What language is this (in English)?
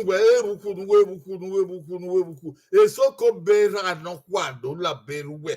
Bini